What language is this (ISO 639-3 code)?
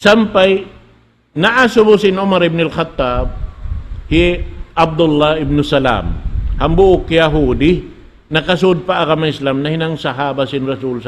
tsg